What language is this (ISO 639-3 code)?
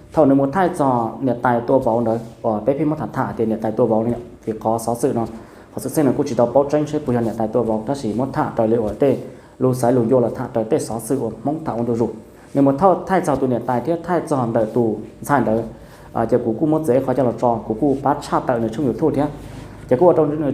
hmn